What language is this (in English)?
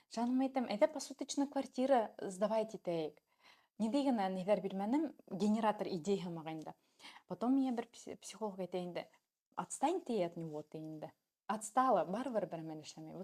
Bashkir